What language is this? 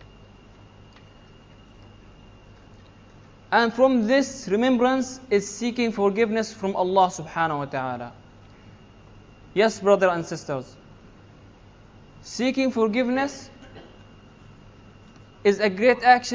English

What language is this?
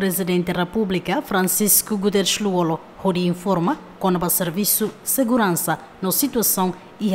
Tetum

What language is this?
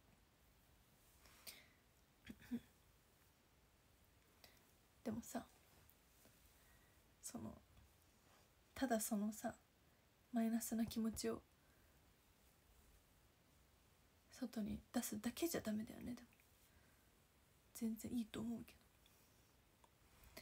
Japanese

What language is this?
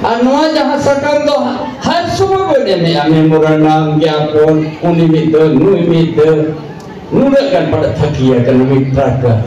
Santali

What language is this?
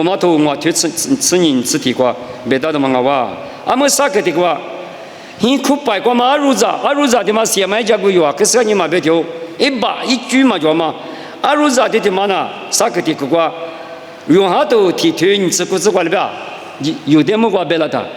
Lisu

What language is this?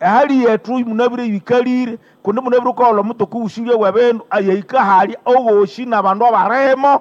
Nande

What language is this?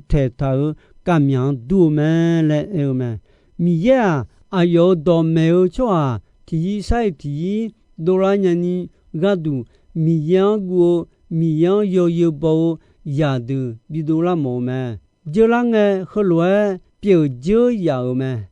Akha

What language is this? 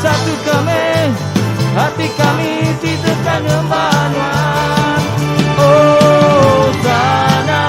Iban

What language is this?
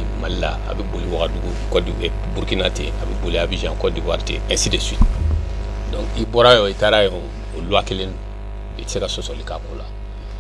Bambara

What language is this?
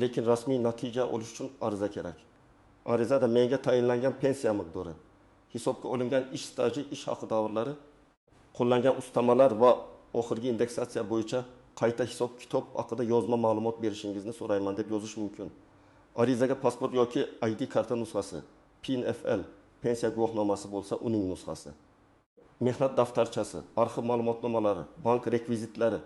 Uzbek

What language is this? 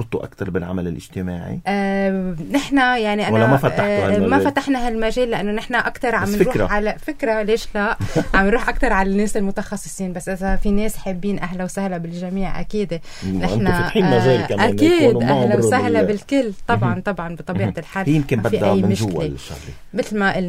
North Levantine Arabic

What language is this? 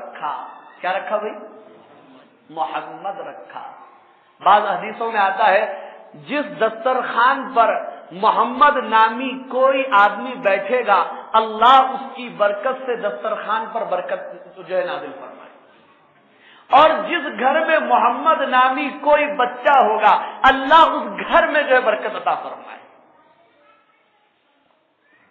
Urdu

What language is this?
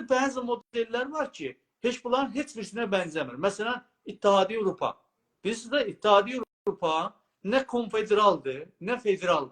South Azerbaijani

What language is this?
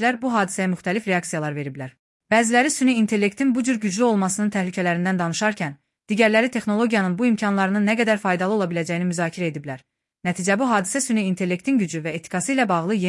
Azerbaijani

